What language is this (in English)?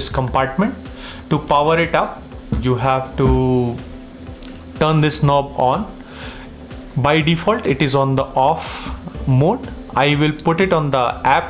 English